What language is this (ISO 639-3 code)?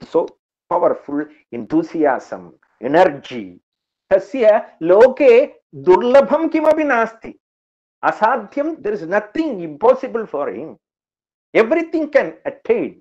san